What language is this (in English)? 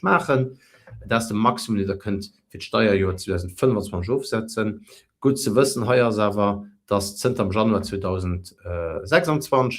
Luxembourgish